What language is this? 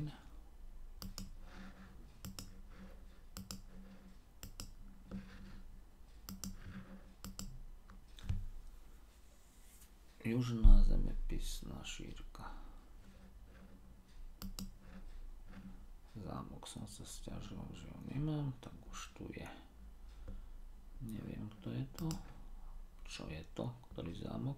Slovak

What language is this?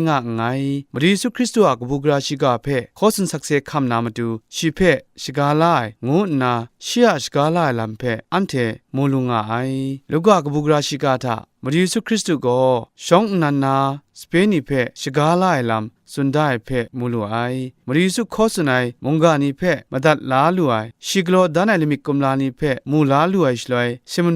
Kachin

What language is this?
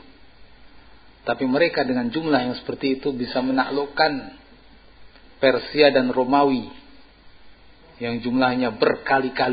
Indonesian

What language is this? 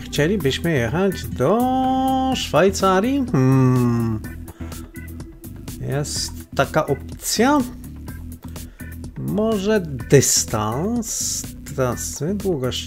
Polish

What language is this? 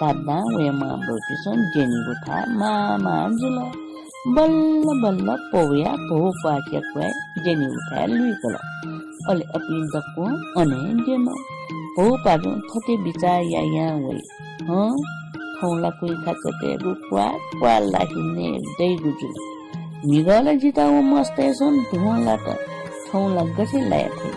Newari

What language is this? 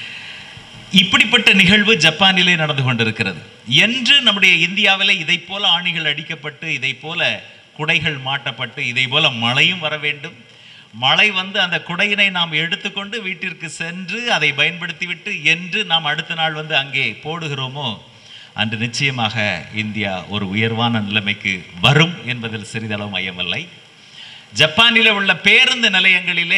Tamil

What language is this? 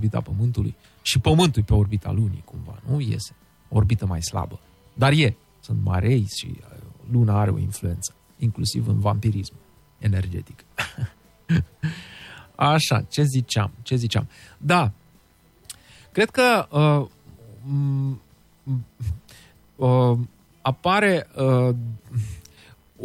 Romanian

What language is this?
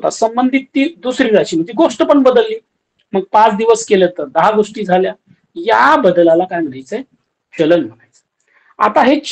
Marathi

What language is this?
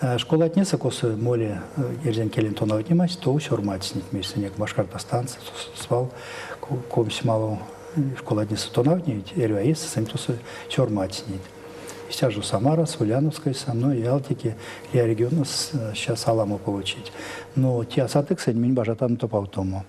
Erzya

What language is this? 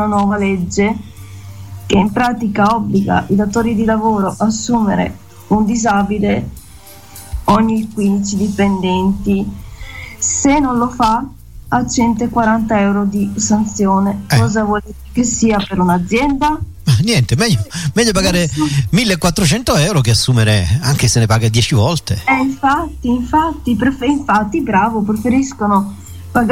Italian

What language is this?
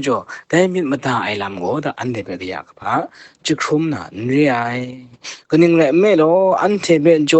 Kachin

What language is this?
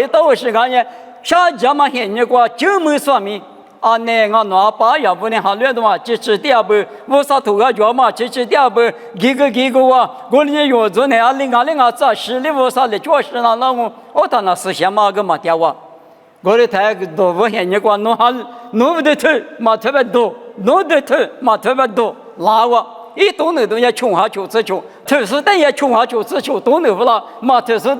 Lisu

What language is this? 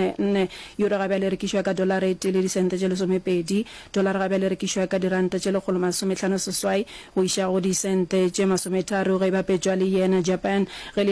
Northern Sotho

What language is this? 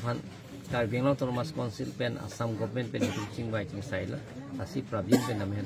Karbi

